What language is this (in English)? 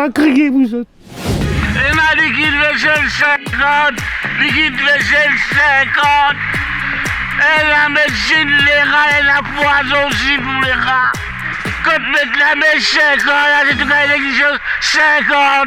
Morisyen